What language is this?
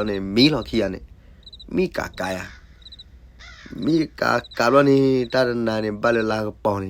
S'gaw Karen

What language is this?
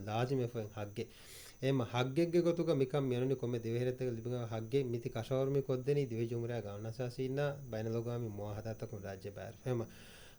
Divehi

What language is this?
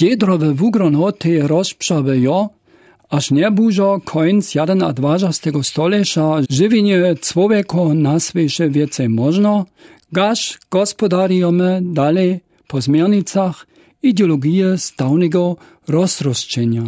Lower Sorbian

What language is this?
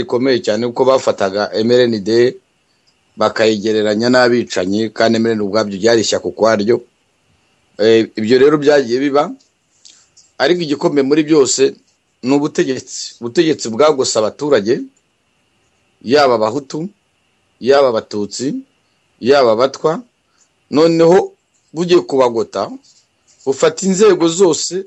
Kinyarwanda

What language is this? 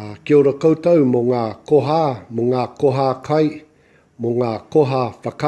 Māori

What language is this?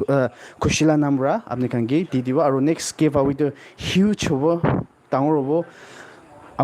Naga Pidgin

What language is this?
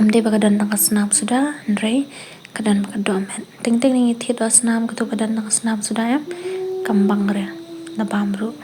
Khasi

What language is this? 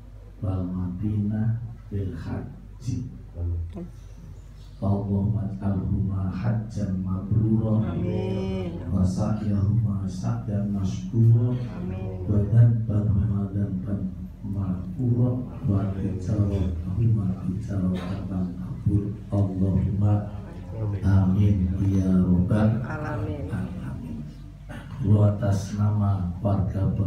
Indonesian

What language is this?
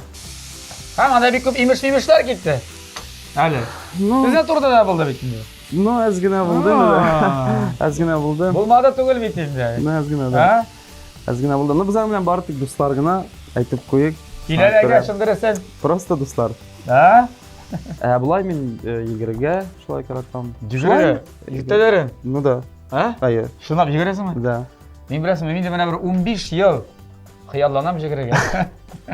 Tatar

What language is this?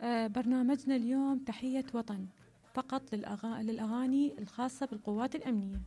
Mesopotamian Arabic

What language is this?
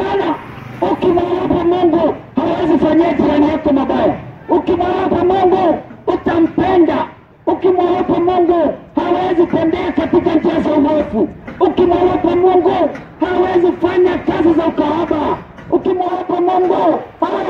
Swahili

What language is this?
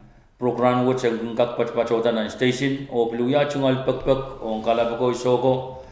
Pohnpeian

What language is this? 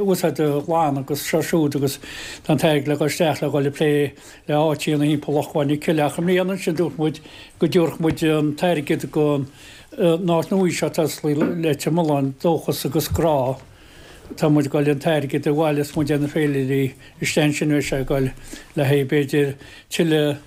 Irish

